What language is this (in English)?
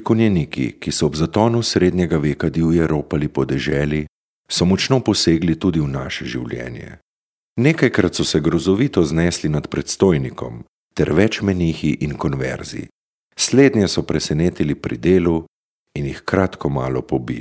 Slovenian